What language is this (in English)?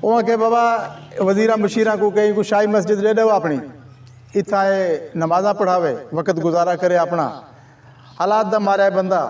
Saraiki